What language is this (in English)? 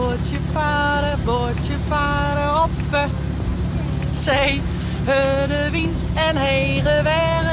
Western Frisian